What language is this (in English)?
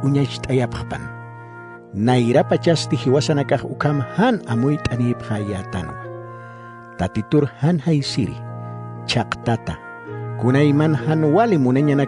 Aymara